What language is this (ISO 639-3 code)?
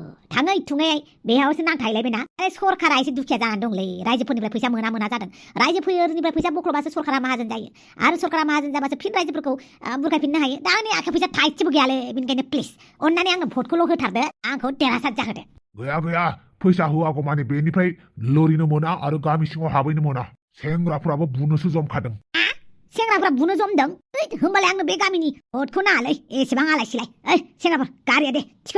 brx